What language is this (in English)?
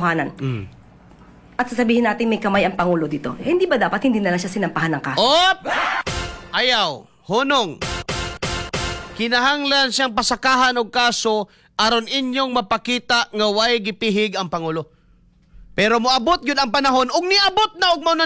Cebuano